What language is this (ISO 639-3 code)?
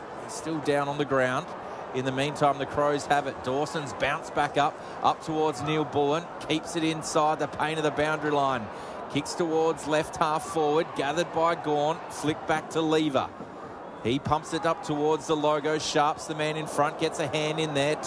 eng